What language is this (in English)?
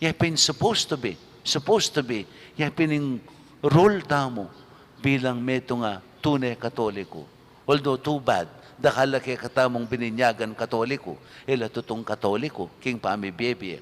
Pampanga